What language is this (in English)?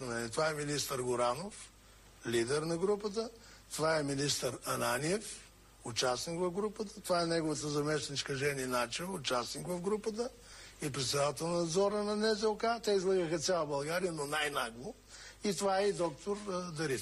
Bulgarian